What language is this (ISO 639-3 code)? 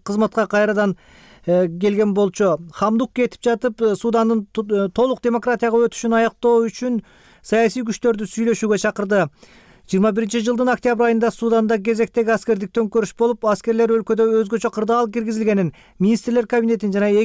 kir